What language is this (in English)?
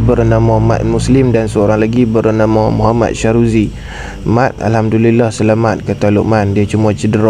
Malay